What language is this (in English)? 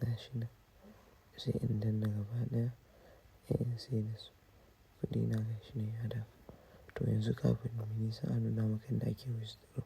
Hausa